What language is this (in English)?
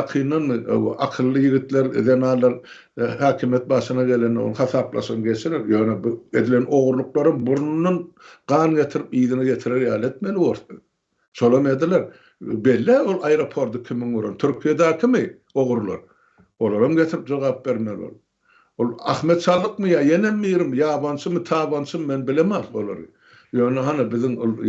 Turkmen